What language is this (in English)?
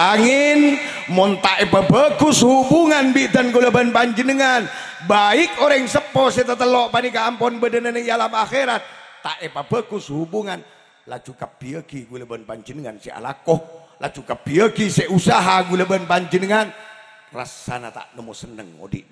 Madurese